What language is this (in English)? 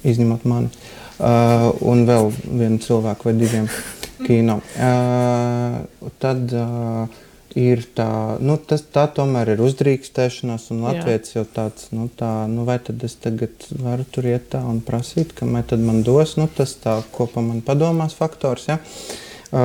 Latvian